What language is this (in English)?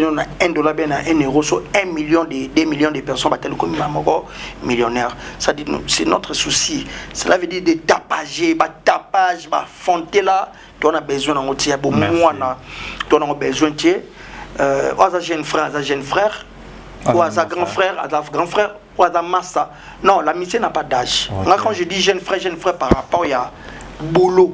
Lingala